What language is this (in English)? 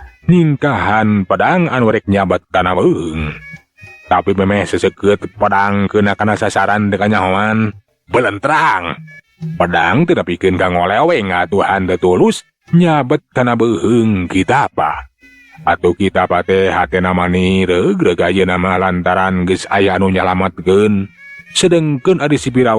Sundanese